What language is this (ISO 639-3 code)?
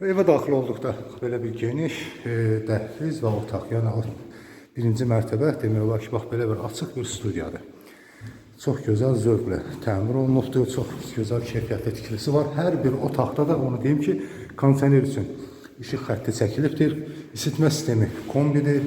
aze